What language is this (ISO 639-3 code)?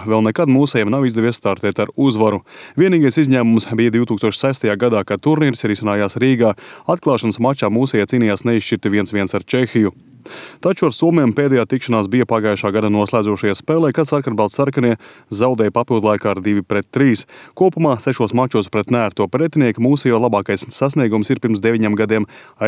lav